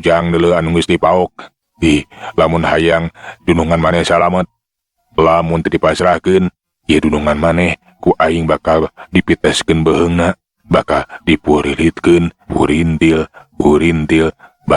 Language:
Sundanese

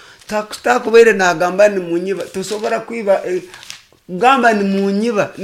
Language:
Nyoro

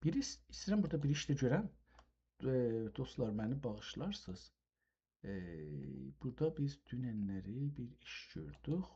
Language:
South Azerbaijani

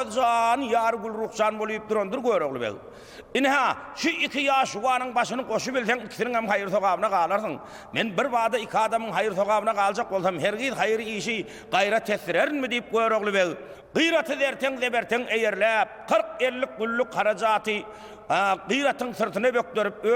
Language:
Turkmen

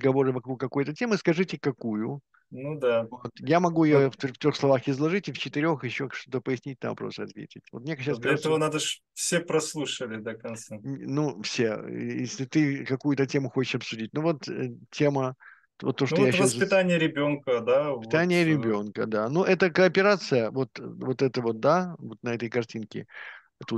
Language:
Russian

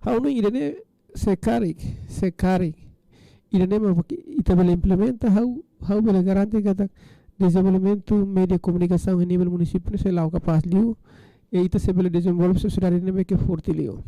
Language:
Tetum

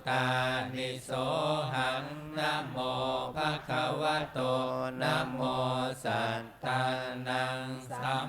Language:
Pali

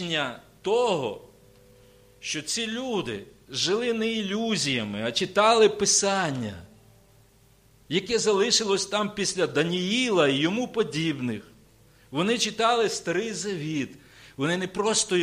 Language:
Ukrainian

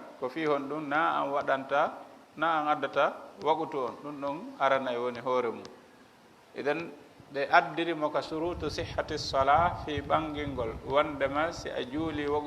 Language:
Fula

